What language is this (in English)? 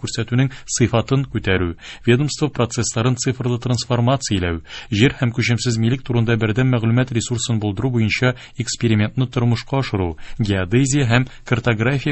Tatar